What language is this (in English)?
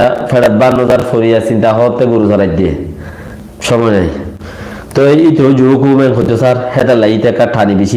Rohingya